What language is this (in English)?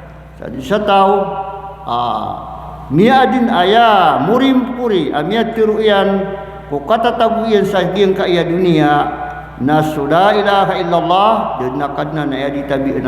Maranao